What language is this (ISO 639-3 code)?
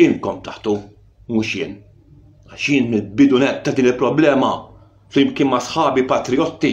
mlt